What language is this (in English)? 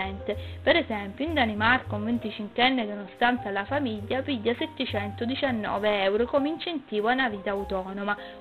Sicilian